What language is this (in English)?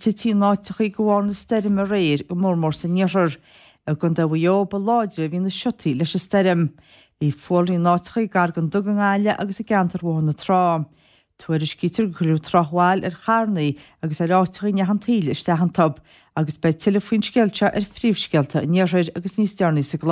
Irish